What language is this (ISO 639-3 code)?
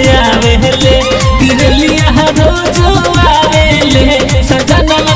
bho